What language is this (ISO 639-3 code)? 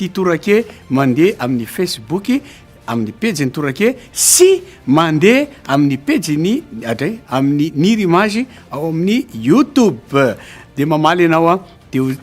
mlg